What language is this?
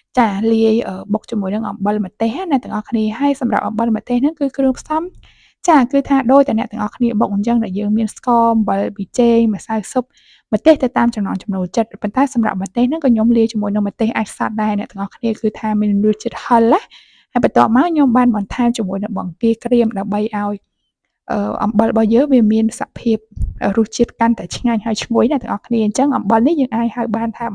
Khmer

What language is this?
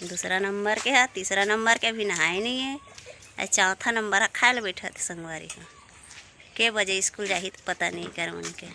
Chhattisgarhi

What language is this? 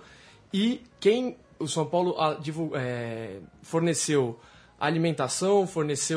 Portuguese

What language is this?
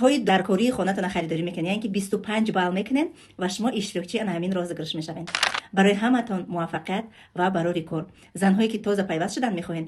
Tajik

